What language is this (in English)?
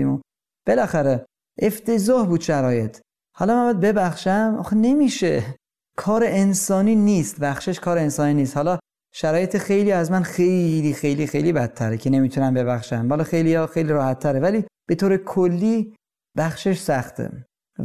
Persian